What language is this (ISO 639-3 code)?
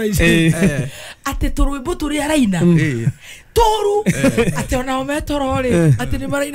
kik